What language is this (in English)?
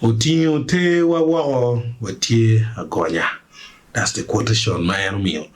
Acoli